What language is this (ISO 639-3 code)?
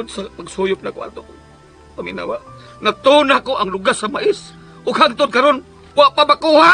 ceb